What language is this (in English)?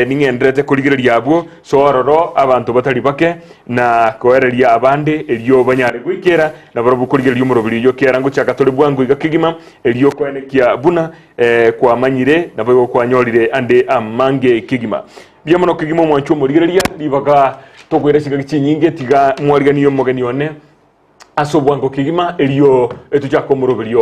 Gusii